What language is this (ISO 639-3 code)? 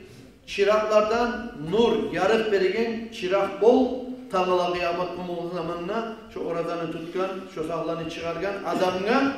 kum